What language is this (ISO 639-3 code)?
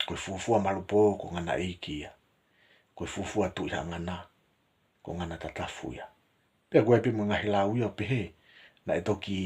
ton